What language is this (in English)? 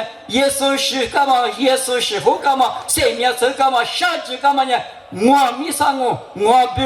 Lisu